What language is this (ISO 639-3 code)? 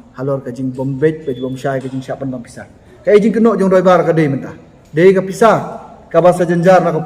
kha